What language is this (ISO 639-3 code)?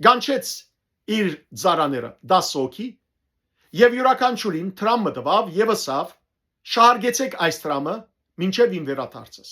hyw